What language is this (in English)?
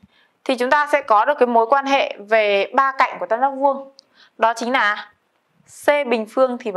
Vietnamese